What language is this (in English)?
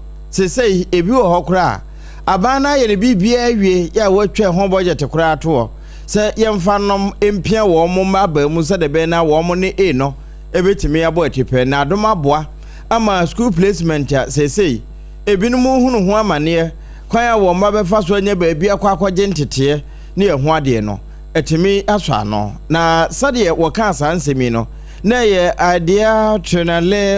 Akan